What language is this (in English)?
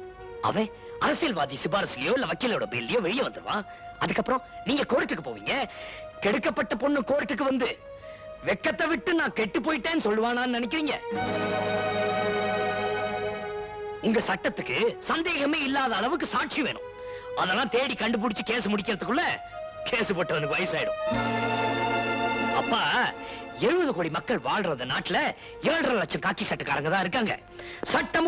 Tamil